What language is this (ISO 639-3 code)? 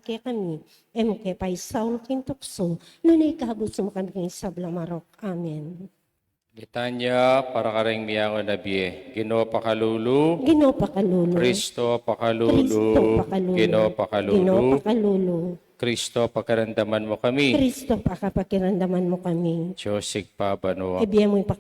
pam